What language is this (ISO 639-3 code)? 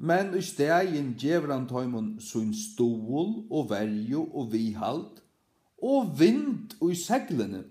fao